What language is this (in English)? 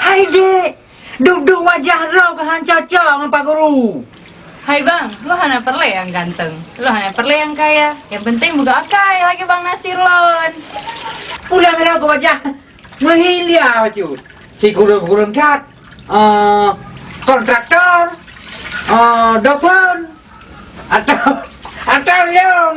Achinese